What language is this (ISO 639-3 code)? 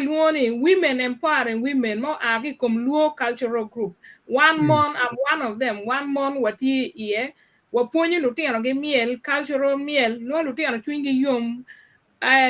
ach